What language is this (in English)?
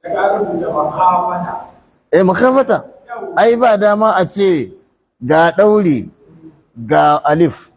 Hausa